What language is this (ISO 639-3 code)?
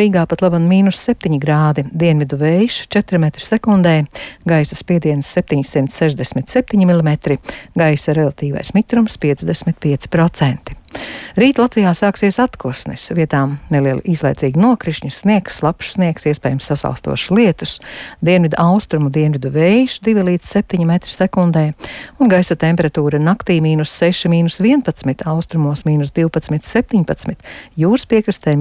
lav